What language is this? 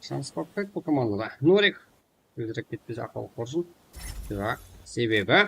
Kara-Kalpak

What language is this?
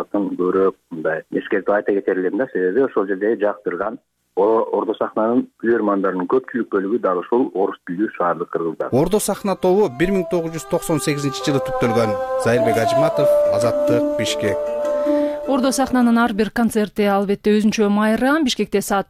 Kyrgyz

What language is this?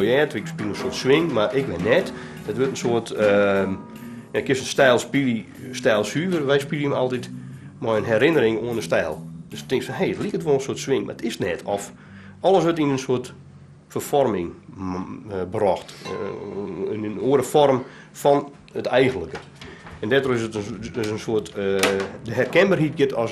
Western Frisian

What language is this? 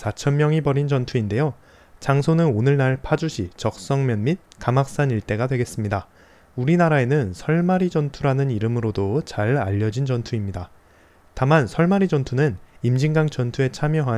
Korean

